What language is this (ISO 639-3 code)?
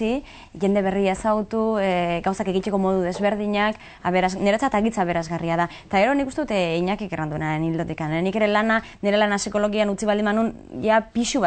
eus